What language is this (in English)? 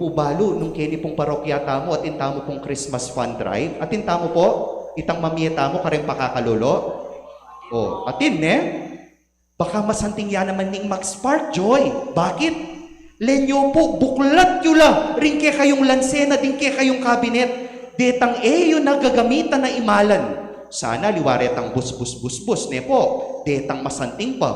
Pampanga